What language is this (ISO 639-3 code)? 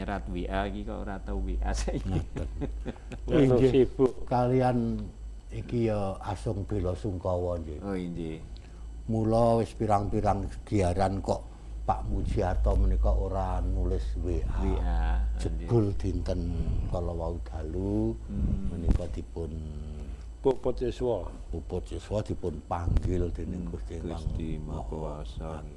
jav